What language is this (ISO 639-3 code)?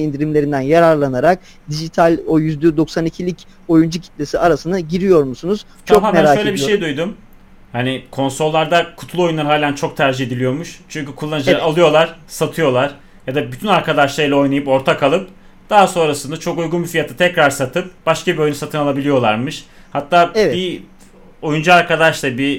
tur